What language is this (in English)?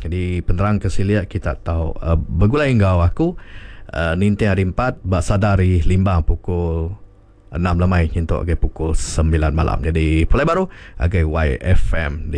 Iban